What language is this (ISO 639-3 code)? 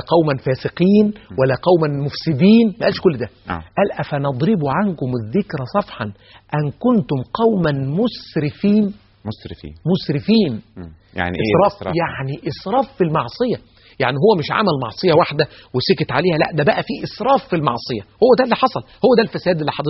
arz